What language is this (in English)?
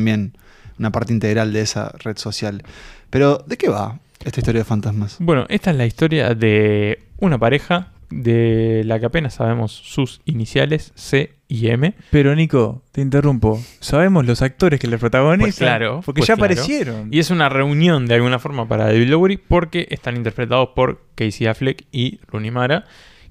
Spanish